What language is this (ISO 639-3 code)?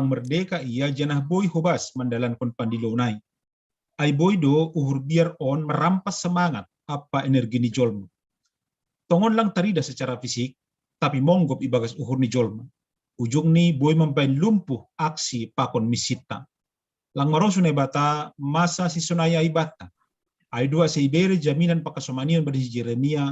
bts